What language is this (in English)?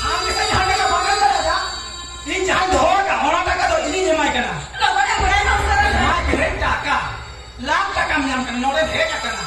Santali